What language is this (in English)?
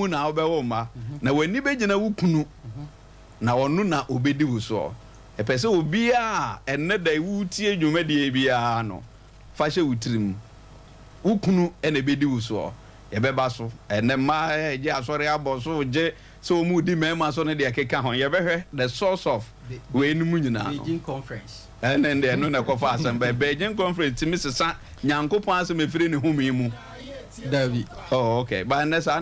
Akan